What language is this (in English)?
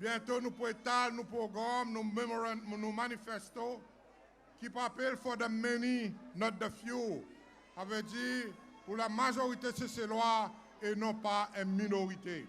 Seselwa Creole French